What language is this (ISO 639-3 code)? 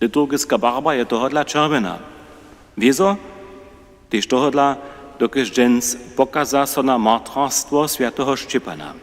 hsb